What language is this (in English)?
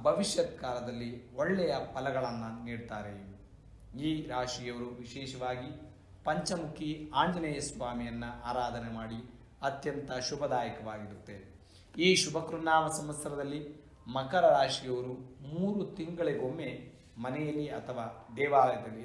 Kannada